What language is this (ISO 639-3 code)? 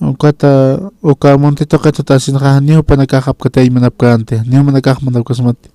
aym